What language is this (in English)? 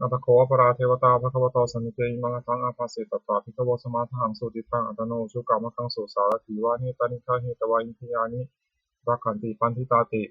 Pali